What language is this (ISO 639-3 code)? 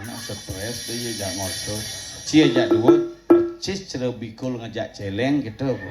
ban